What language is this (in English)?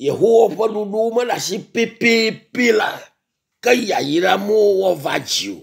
Ewe